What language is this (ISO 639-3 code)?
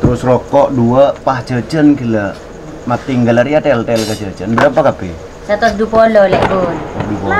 mad